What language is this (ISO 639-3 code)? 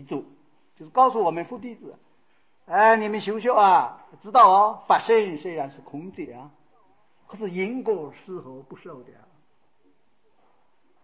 zho